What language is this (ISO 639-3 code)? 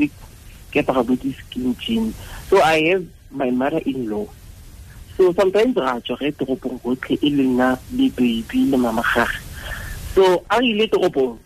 tsn